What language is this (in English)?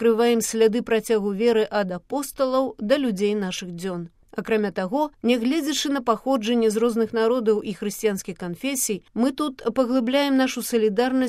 Belarusian